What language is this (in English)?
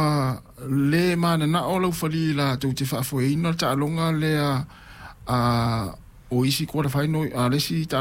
Samoan